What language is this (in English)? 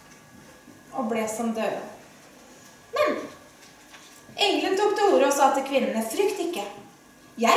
Norwegian